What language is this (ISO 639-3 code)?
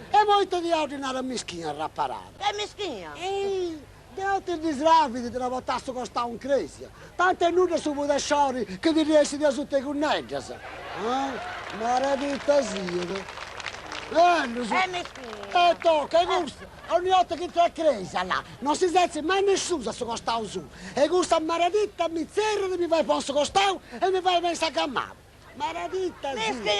srd